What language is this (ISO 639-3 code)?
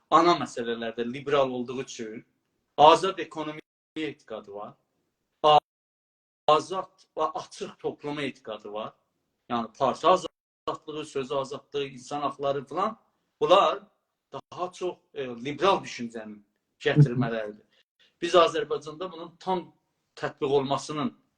azb